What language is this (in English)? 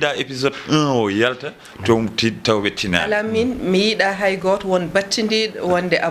Fula